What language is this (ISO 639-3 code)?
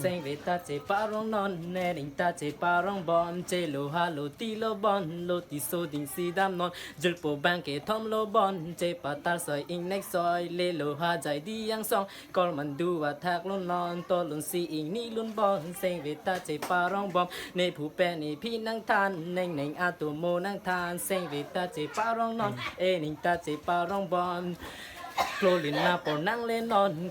mjw